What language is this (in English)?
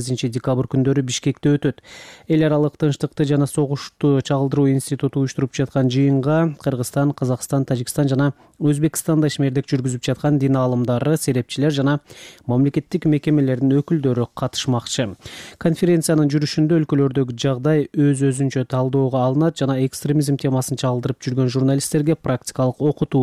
Kyrgyz